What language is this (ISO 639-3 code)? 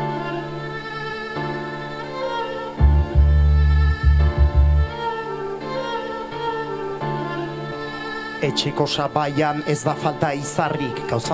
eus